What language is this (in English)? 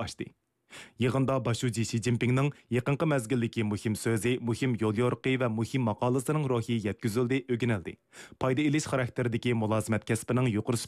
Uyghur